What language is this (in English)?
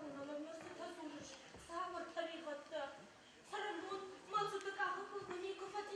Ossetic